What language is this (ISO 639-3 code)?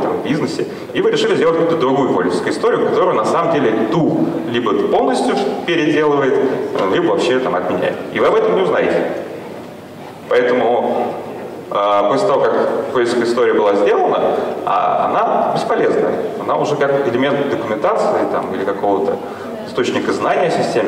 rus